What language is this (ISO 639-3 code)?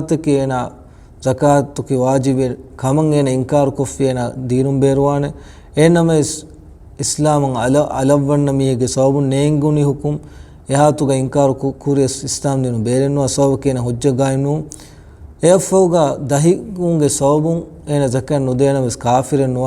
div